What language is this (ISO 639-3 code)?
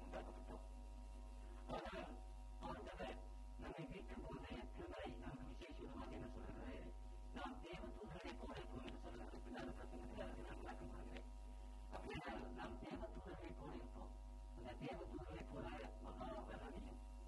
tam